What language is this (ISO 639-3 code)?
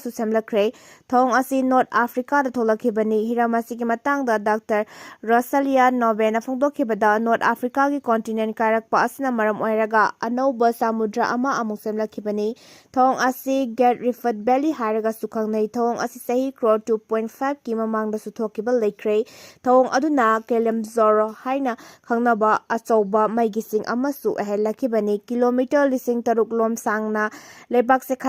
mni